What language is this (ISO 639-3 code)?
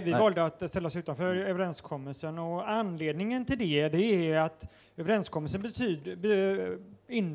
swe